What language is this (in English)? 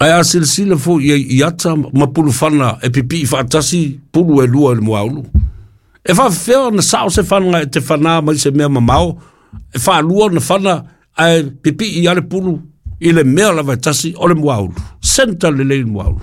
Samoan